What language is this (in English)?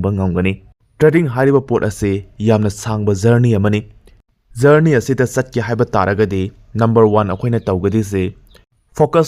Manipuri